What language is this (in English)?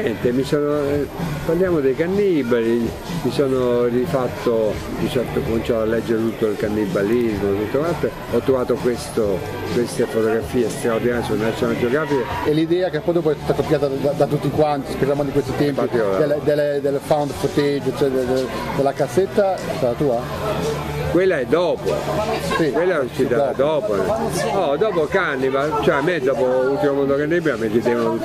Italian